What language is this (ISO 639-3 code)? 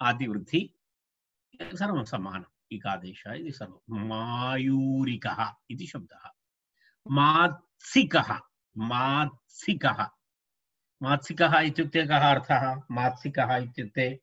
san